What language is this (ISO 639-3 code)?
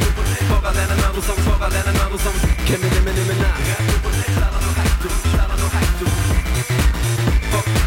nor